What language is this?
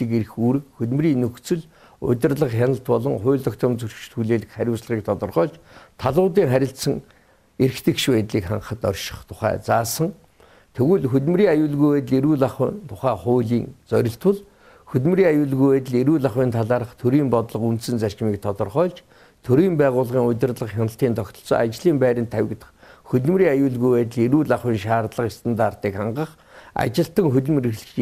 Mongolian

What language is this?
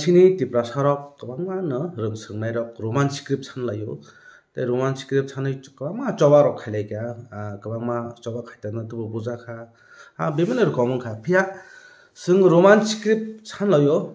Kok Borok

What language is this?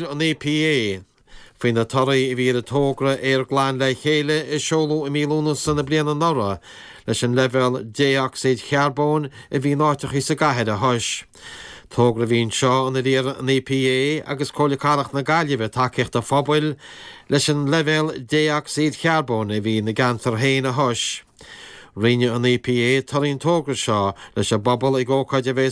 Irish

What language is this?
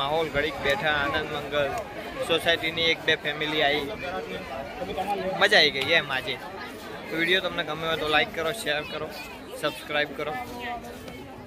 Gujarati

